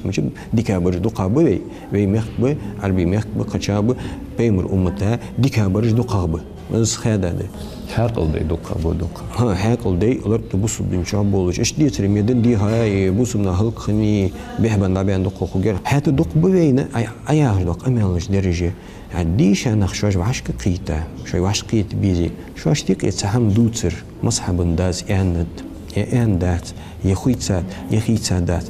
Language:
Ingush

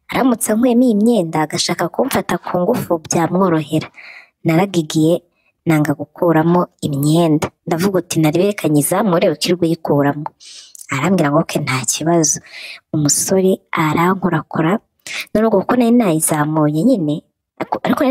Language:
Kinyarwanda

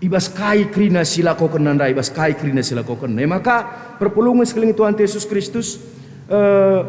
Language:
Batak Karo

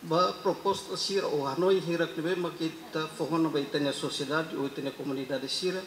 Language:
Tetum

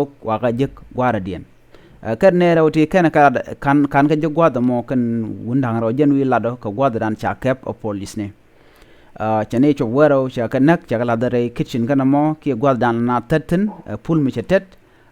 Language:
Nuer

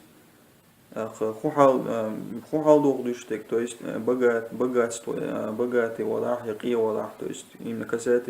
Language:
Chechen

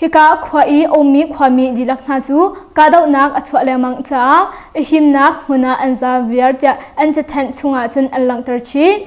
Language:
Hakha Chin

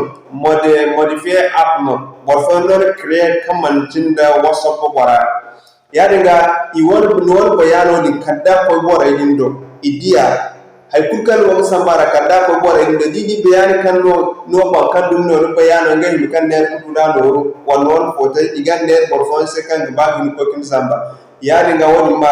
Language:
Zarma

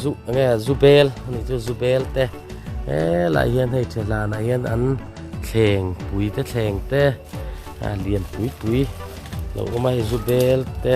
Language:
Mizo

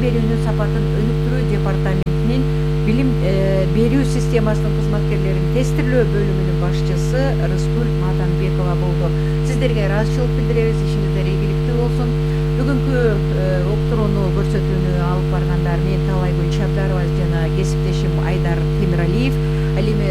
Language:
Kyrgyz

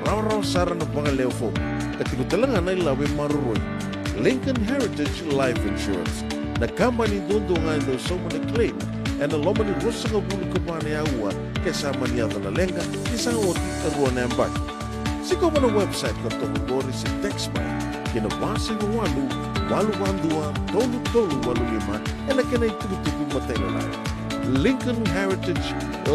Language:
Fijian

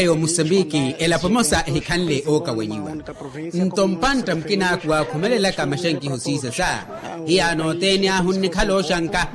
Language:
Makhuwa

